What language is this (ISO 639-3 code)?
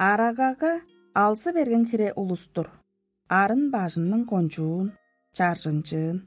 tyv